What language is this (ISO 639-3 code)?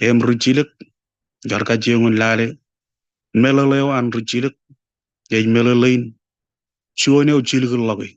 mah